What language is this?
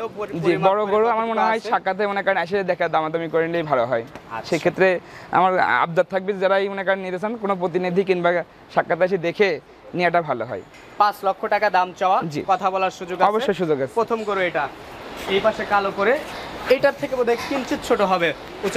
Bangla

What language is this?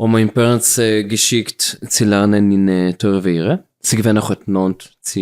Yiddish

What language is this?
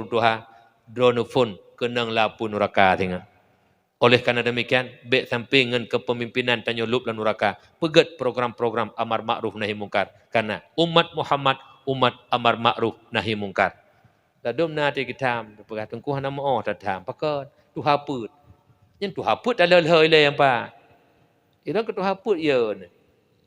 Achinese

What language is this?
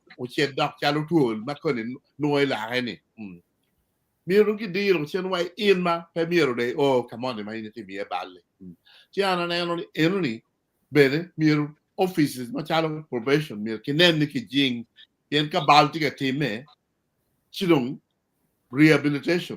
Acoli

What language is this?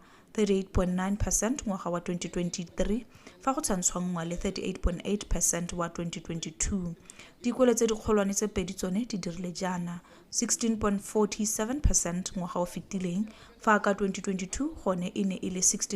Tswana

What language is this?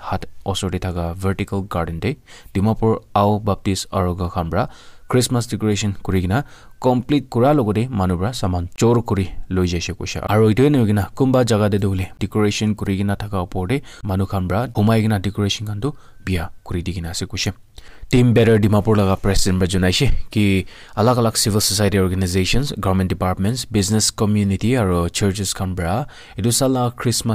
Naga Pidgin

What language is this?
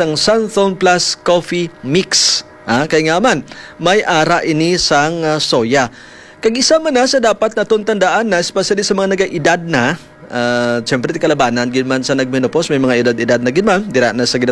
Hiligaynon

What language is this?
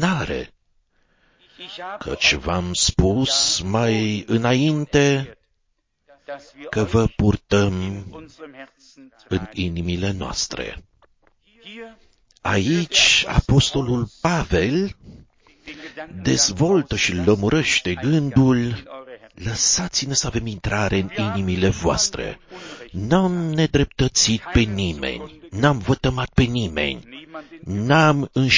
Romanian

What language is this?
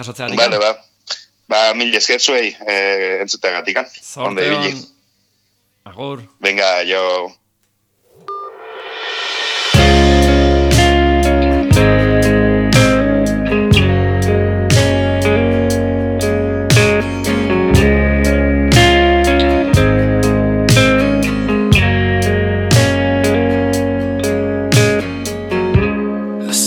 Basque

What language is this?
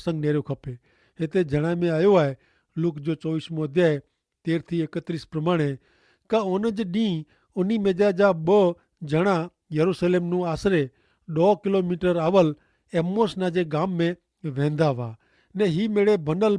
Kachhi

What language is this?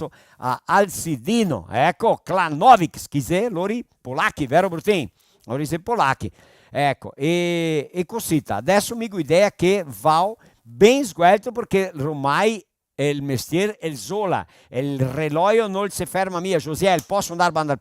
Venetian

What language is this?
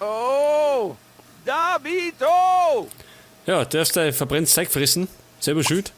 Bavarian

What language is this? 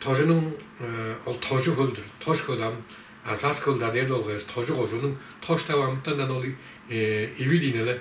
Tuvinian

